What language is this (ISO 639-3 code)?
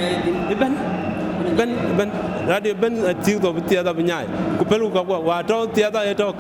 din